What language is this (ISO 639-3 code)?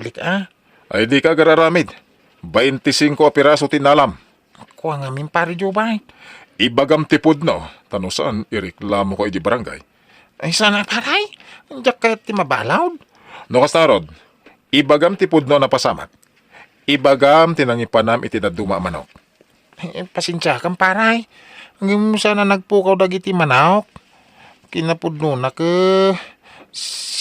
ilo